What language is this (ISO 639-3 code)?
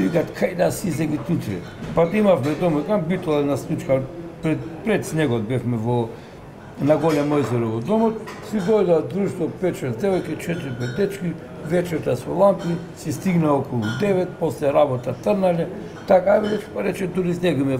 mkd